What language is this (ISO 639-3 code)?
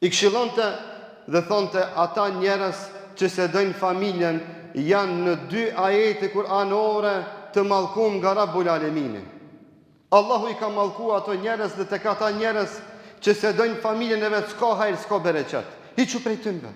sqi